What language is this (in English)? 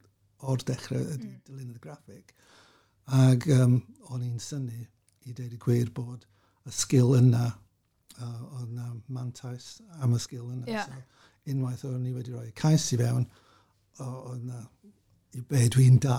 Welsh